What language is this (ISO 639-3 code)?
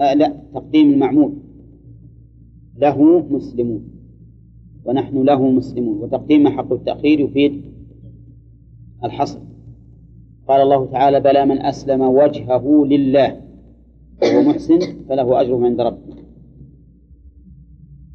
ara